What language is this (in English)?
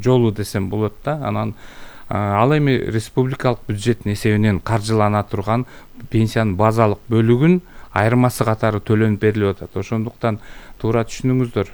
Kyrgyz